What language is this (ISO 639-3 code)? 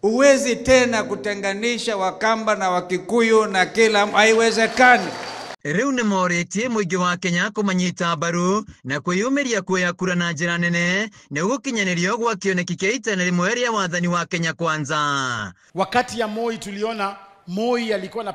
kik